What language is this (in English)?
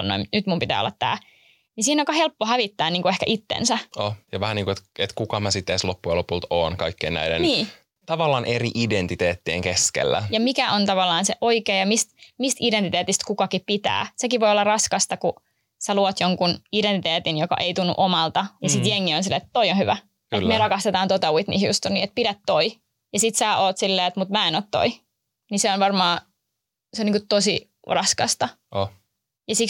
Finnish